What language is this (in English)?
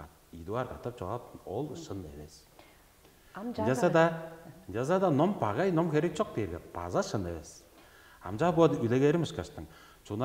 Tuvinian